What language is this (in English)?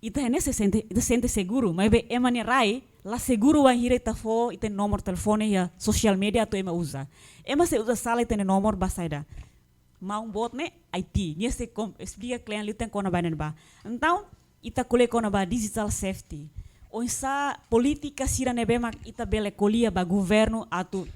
Tetum